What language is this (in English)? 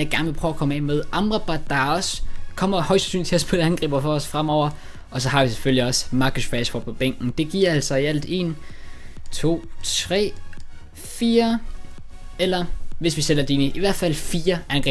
Danish